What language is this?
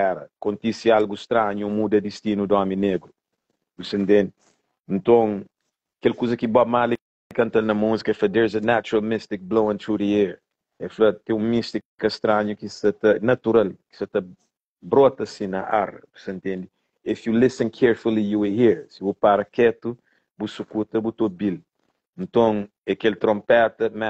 Kabuverdianu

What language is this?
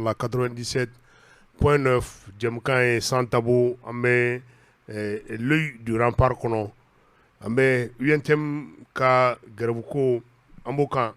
Bambara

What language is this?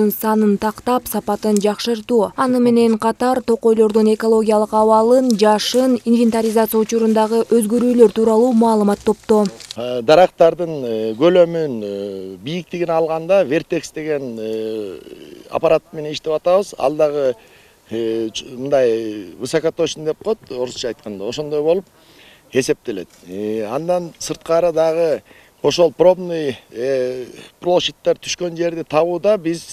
Kyrgyz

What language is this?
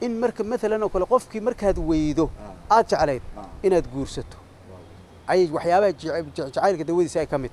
Somali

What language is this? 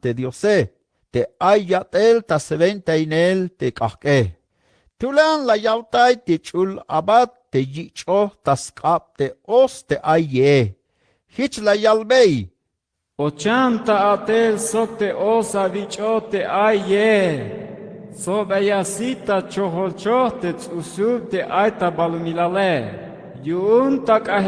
Tzeltal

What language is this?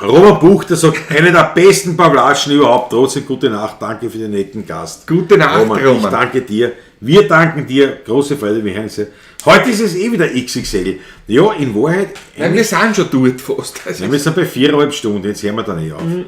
Bavarian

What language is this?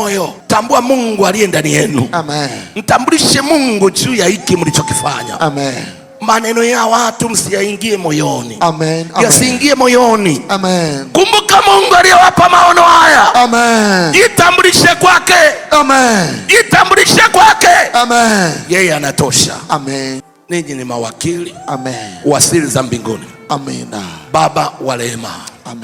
Swahili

